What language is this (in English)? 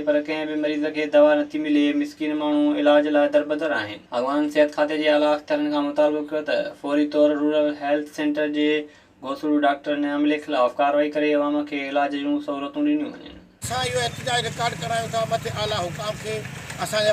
Sindhi